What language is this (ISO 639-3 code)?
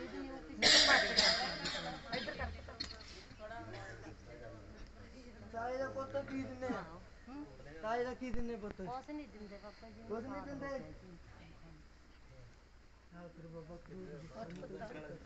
pan